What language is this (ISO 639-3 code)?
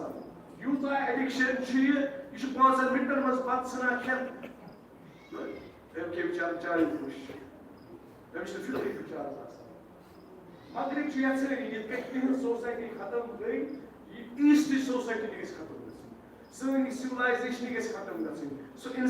kas